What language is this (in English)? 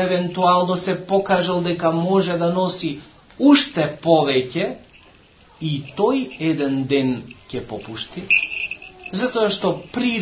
Macedonian